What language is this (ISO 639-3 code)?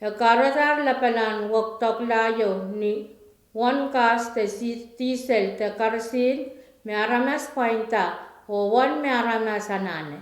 pon